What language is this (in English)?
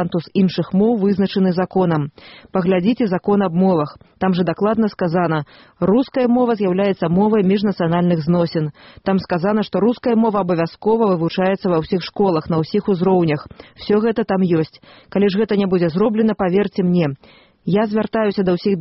Belarusian